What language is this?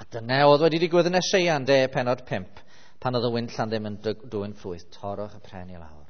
Welsh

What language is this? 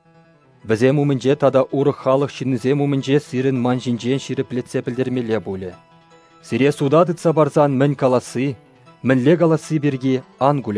Chuvash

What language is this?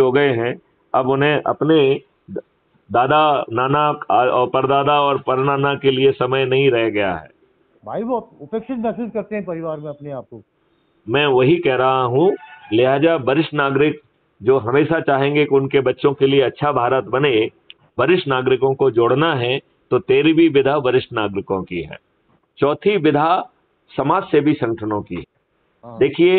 Hindi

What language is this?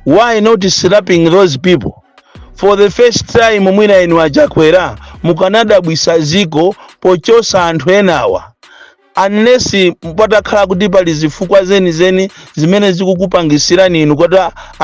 Nyanja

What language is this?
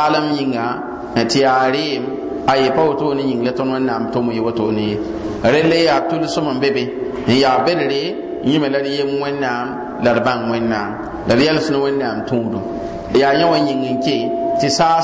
Mossi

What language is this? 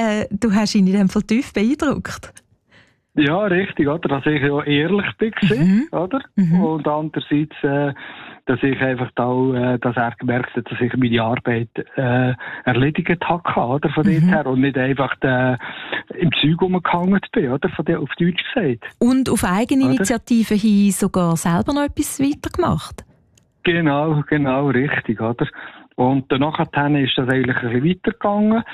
German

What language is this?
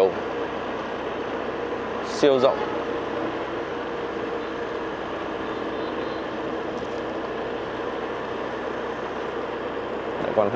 Vietnamese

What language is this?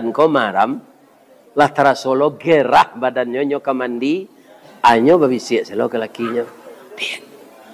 Minangkabau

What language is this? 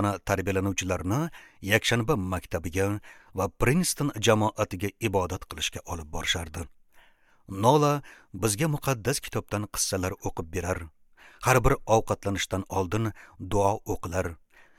Uzbek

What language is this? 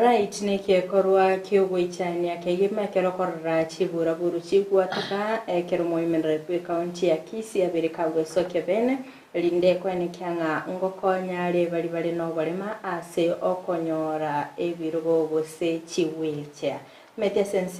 Gusii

